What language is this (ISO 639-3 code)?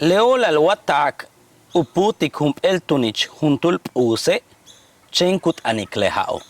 yua